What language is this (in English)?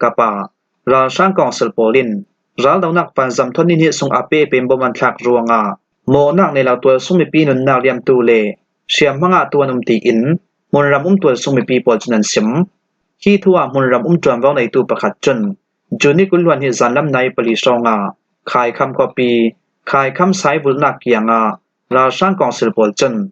Falam Chin